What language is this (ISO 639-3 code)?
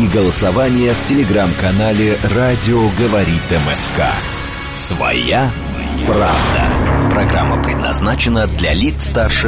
rus